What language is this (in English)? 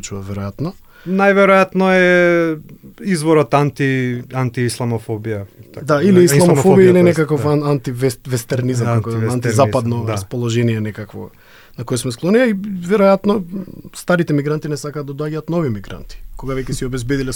Macedonian